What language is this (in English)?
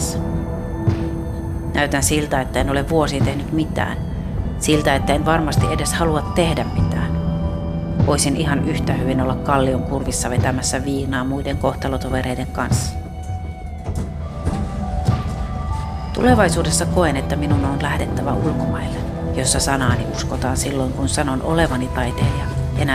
Finnish